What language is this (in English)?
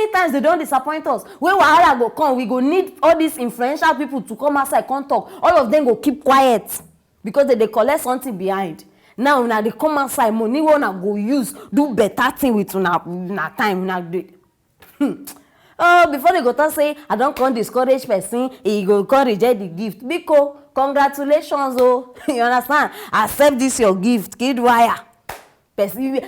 Nigerian Pidgin